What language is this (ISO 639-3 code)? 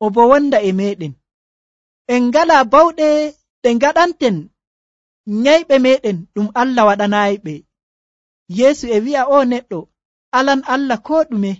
fuv